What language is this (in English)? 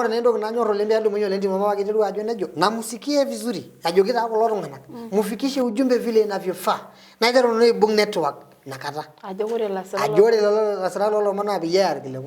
Masai